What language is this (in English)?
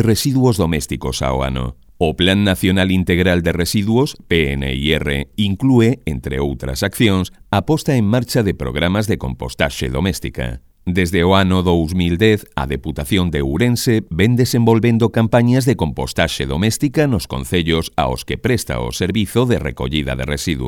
Galician